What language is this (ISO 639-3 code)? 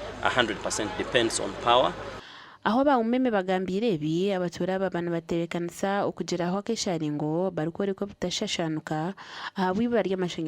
nyn